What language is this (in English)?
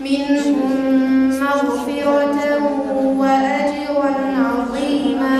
Kumyk